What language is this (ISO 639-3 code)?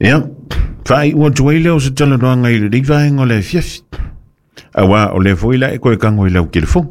smo